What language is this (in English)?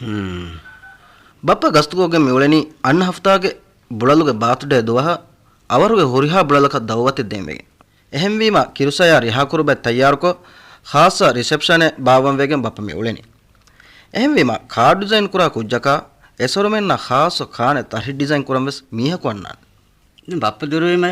Divehi